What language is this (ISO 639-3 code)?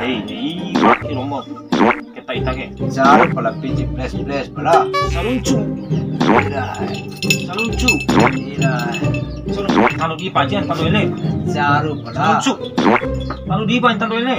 bhp